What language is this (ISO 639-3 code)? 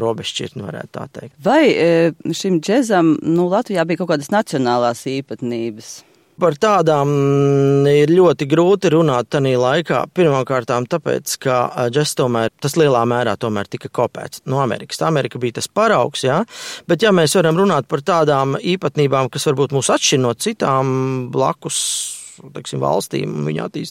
lav